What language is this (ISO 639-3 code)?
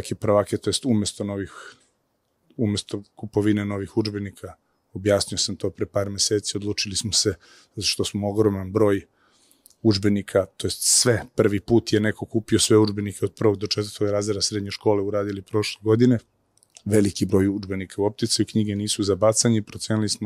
srp